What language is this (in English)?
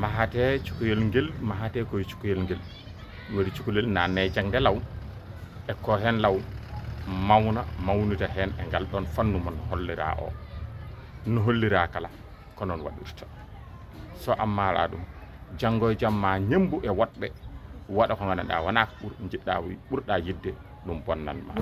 Fula